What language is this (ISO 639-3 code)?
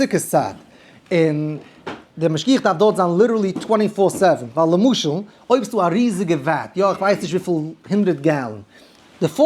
yid